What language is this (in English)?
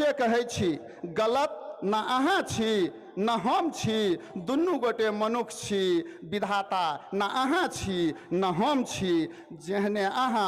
Maithili